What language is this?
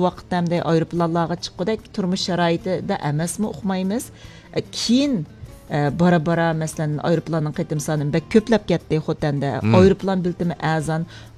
Uyghur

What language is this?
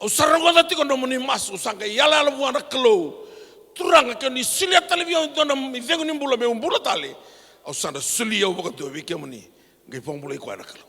Fijian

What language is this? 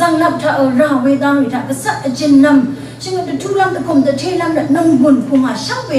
Rawang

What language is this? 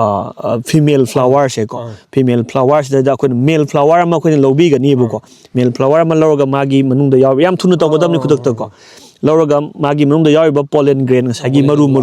Manipuri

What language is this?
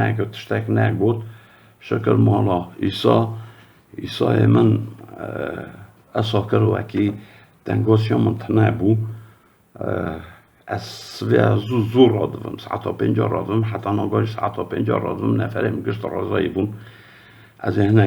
Kurdish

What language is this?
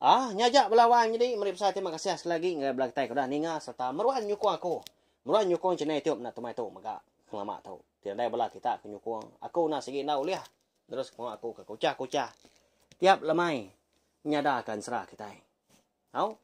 Iban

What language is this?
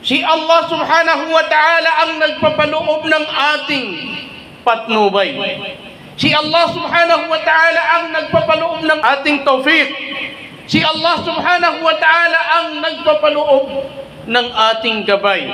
Maranao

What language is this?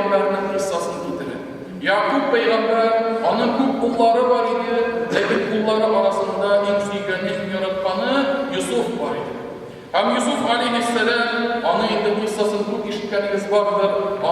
Tatar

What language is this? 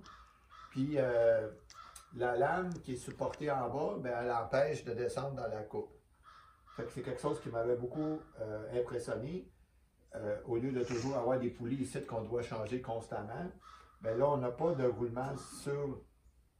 French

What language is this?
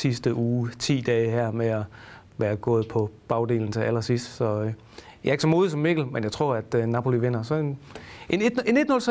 Danish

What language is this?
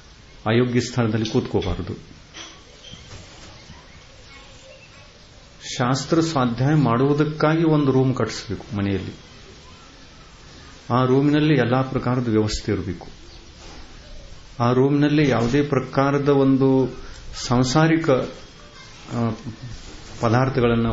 Kannada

